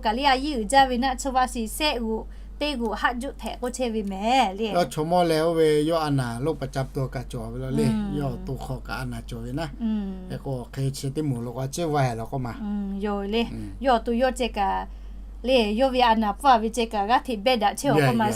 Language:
Lahu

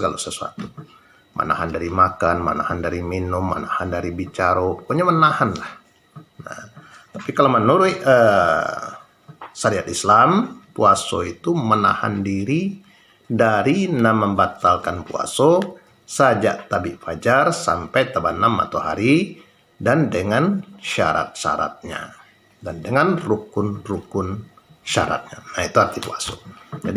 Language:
Minangkabau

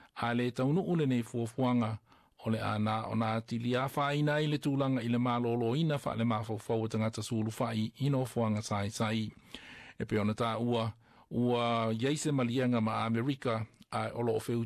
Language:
Samoan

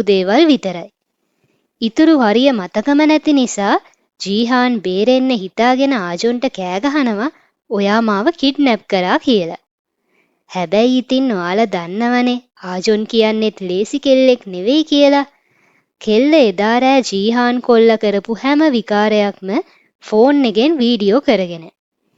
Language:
Sinhala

